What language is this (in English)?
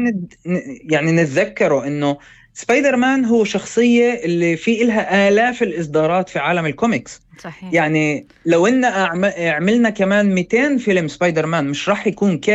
North Levantine Arabic